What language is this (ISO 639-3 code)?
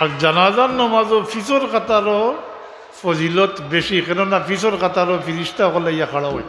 syl